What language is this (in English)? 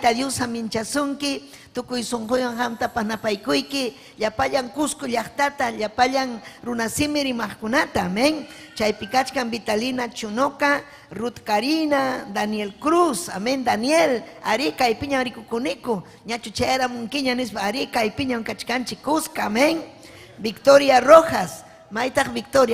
Ayacucho Quechua